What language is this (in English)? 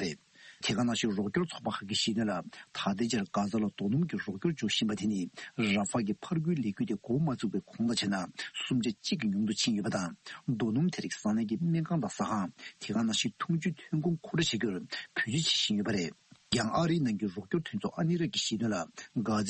Tibetan